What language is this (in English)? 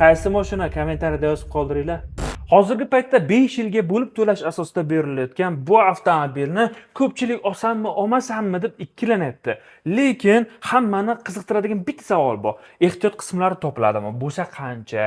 Uzbek